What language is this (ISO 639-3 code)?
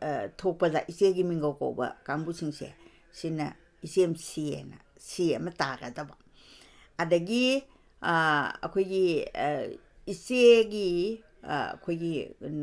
mni